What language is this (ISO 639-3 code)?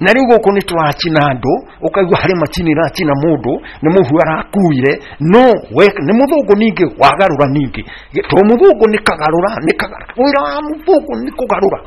kik